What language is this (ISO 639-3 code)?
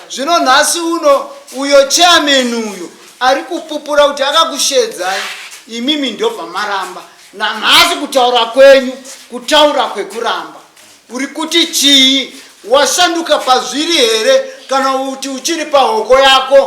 sna